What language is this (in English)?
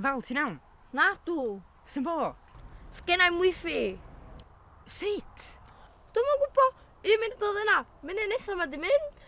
Welsh